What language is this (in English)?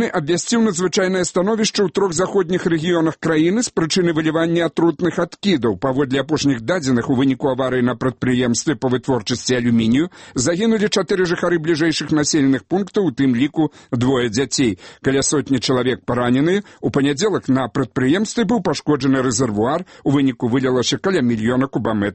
Belarusian